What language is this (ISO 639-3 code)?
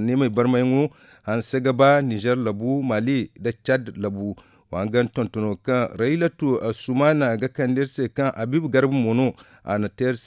dje